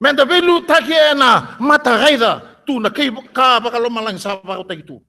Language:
Fijian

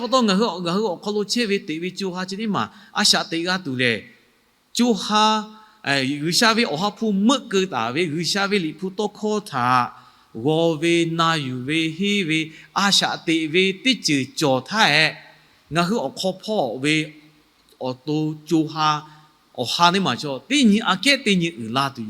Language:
Lahu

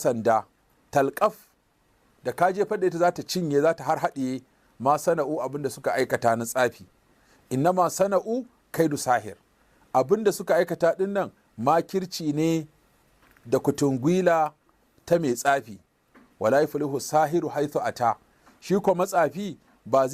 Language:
Hausa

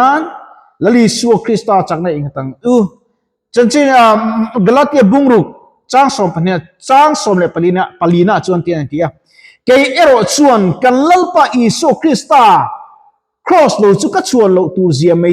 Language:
Mizo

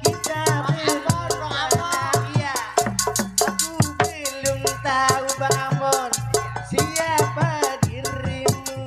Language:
Betawi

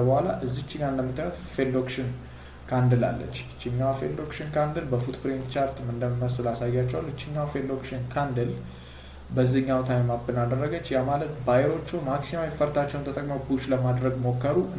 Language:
Amharic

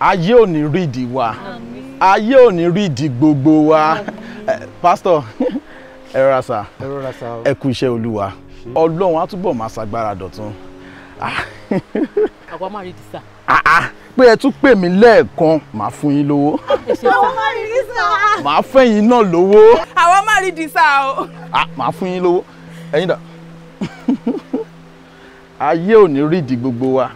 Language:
Yoruba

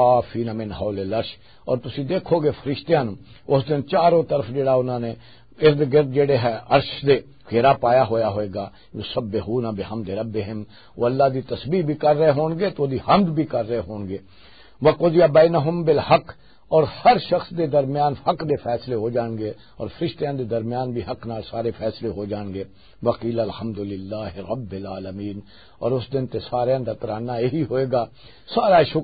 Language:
Western Panjabi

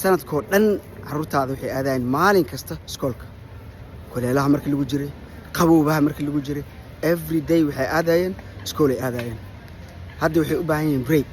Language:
Somali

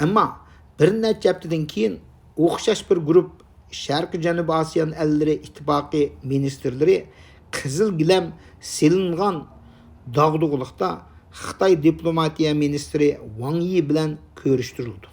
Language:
Uyghur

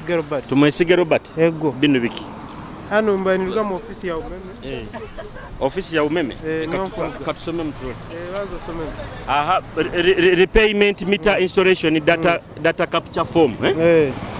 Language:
Nyoro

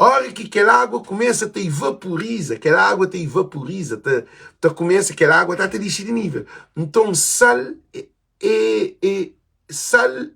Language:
Kabuverdianu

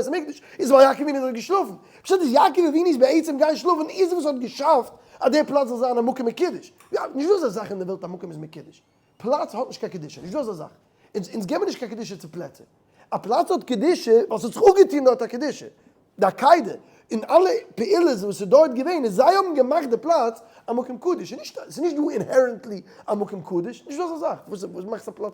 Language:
Yiddish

